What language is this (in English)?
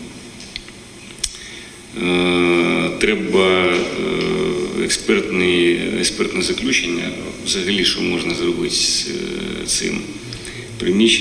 Ukrainian